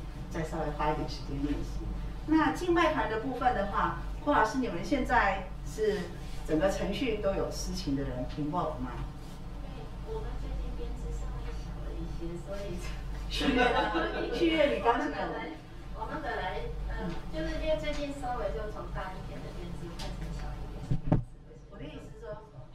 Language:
Chinese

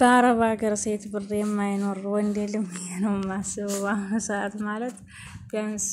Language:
Amharic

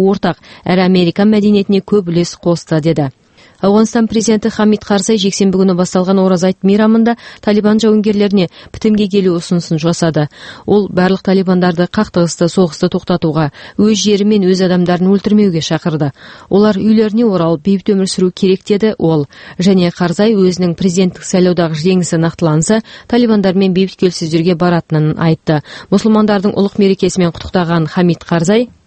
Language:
Kazakh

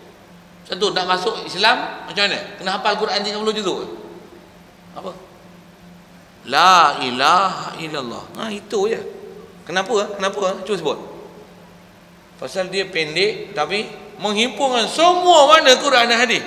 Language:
Malay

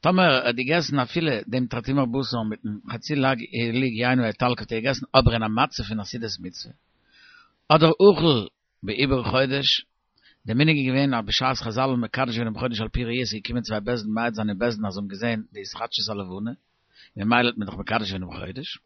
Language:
Yiddish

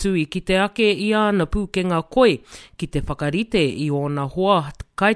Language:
Māori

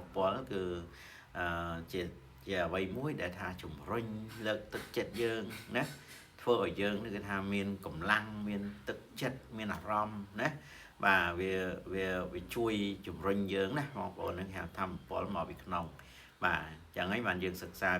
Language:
Khmer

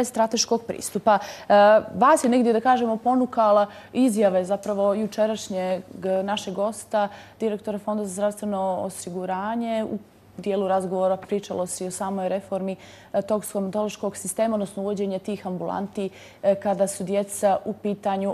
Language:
Croatian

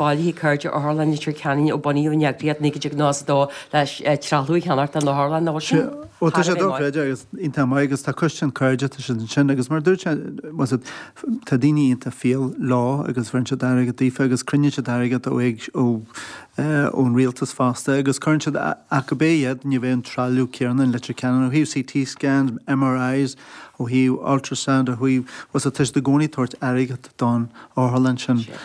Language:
Irish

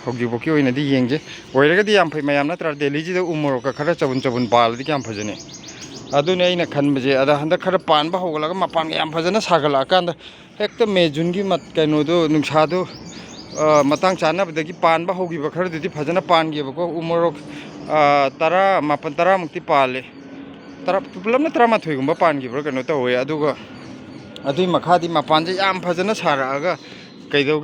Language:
Manipuri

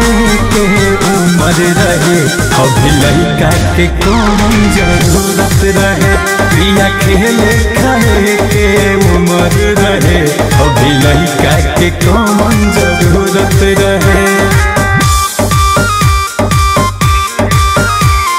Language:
Bhojpuri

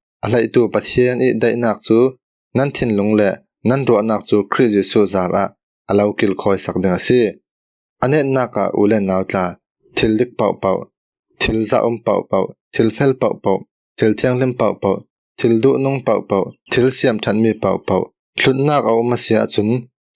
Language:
Falam Chin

